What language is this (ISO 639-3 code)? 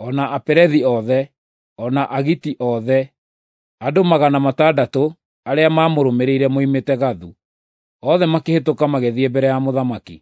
kik